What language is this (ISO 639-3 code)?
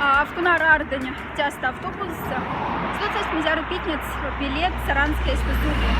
mdf